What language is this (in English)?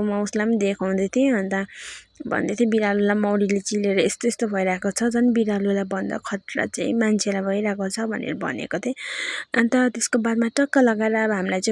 Nepali